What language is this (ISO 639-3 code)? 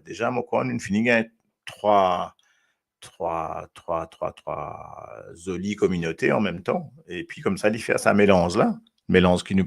mfe